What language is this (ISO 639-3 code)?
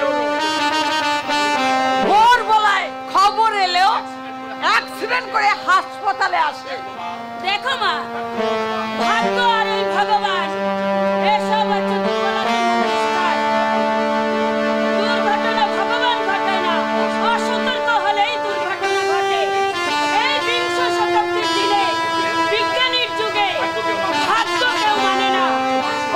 ben